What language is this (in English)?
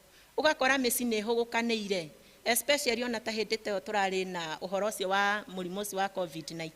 Kikuyu